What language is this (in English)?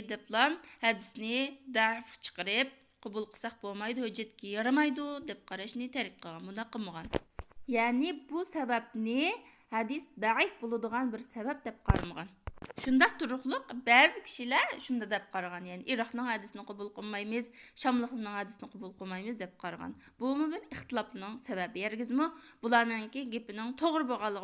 Uyghur